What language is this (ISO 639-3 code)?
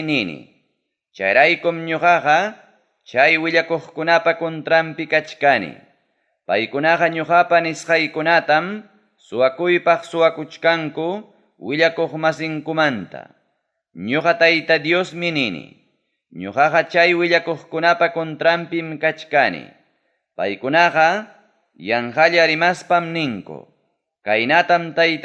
quy